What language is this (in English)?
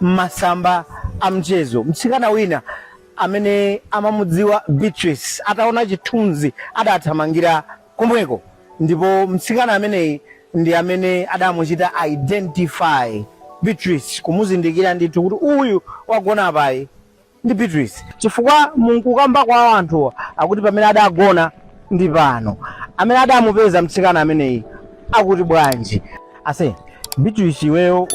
Nyanja